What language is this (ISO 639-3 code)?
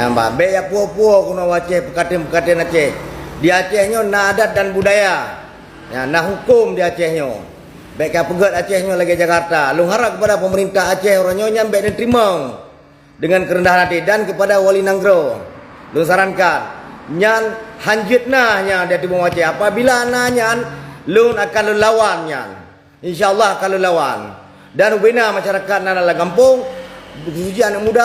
ace